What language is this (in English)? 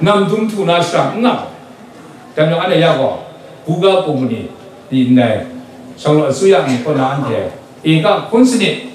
Kachin